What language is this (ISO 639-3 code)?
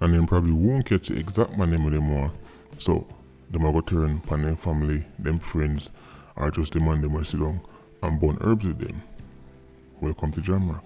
jam